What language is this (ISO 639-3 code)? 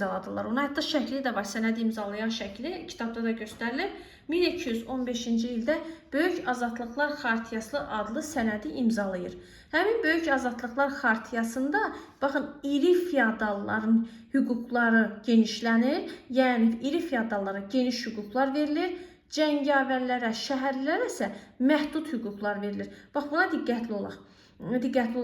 aze